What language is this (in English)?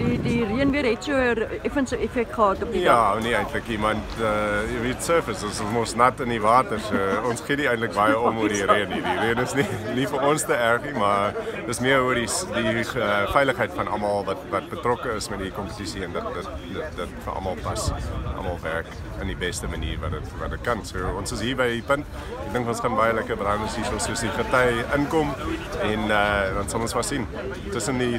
Afrikaans